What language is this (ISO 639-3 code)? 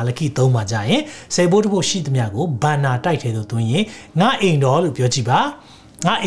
mya